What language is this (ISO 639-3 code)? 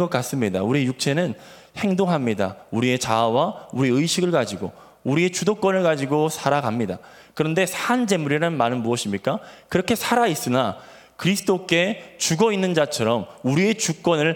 kor